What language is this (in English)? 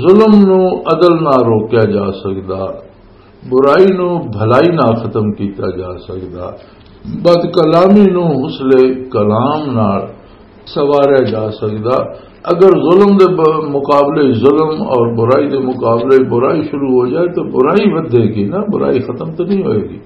Western Panjabi